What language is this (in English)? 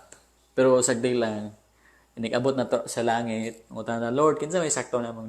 Cebuano